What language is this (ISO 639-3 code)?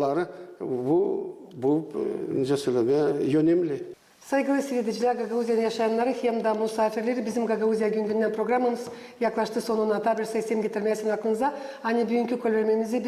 gag